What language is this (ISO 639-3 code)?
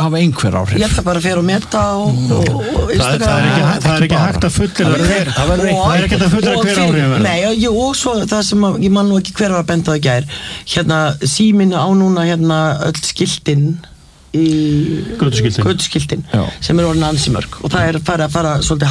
isl